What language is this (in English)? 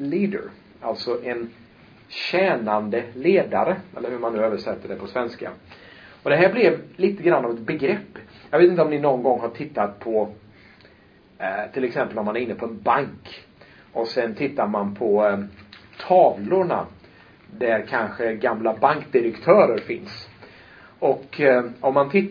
Swedish